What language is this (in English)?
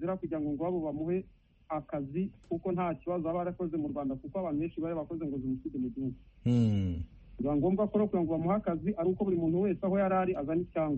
Kinyarwanda